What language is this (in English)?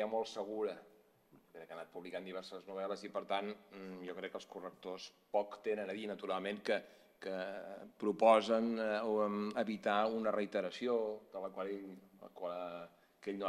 Catalan